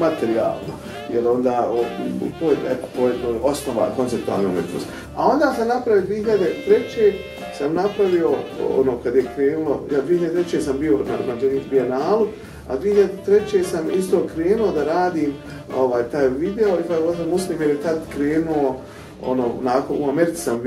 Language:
Bosnian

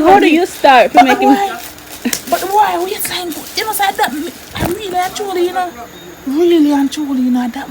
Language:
Jamaican Creole English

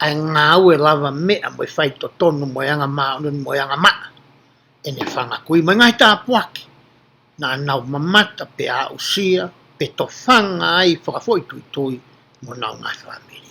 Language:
Tongan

